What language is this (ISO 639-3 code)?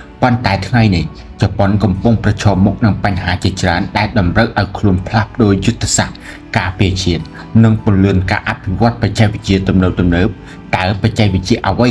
khm